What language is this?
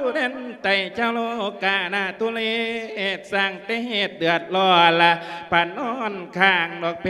Lao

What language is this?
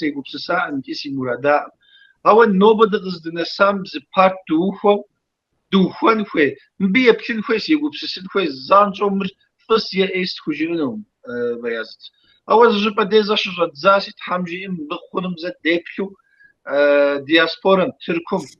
Kabardian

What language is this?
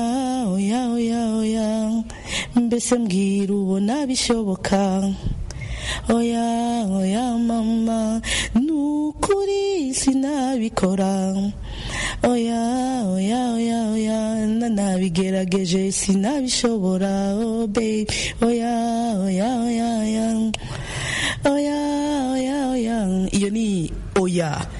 Kinyarwanda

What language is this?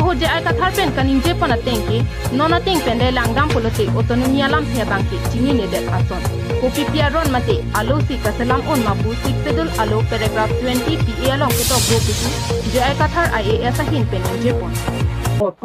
Karbi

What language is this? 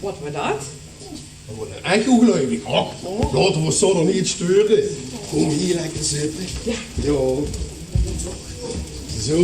Limburgish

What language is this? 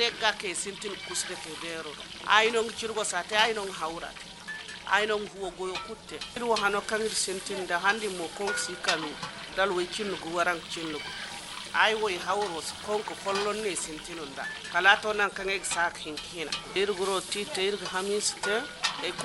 Hausa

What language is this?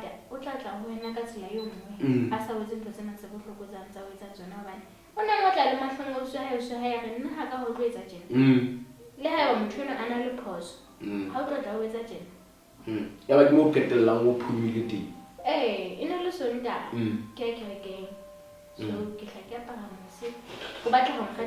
Southern Sotho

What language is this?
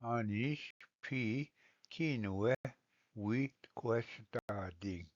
Ojibwa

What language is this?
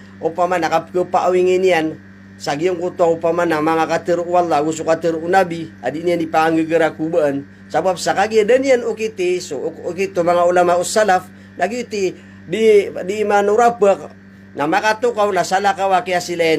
Maranao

